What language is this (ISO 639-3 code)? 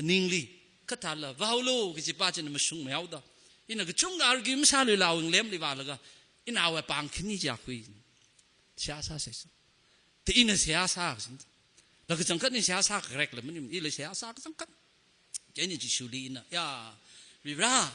nmf